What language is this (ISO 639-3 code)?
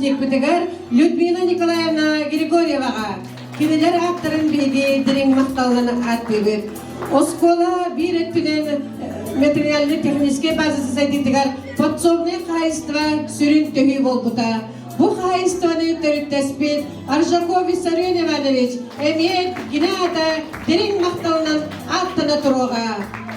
sah